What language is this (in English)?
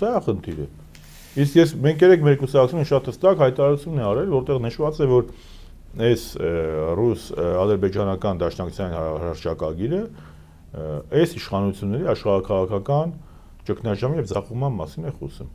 Armenian